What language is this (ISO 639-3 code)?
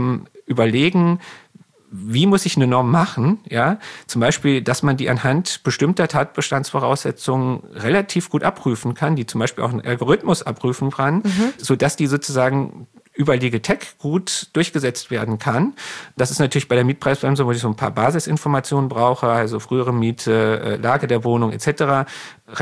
deu